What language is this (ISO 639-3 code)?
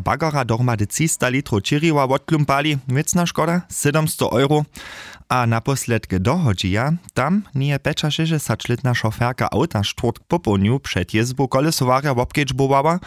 hsb